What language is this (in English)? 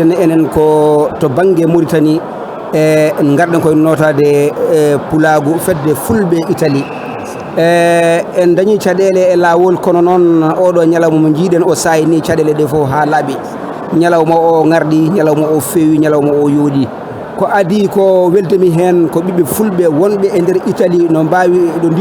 Fula